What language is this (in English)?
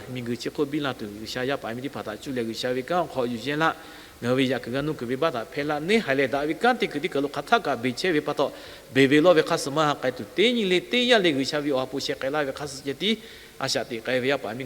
Lahu